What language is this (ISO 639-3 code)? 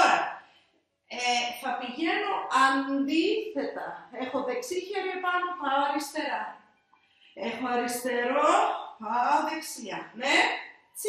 ell